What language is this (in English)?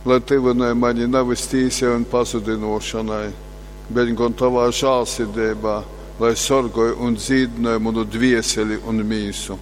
Latgalian